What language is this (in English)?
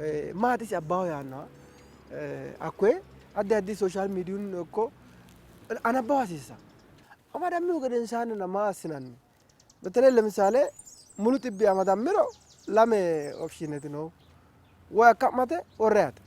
Sidamo